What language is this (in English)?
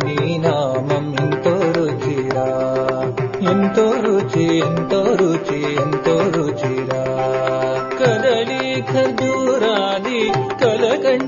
Telugu